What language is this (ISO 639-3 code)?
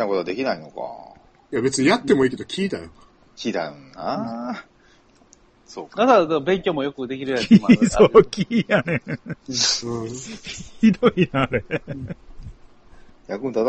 jpn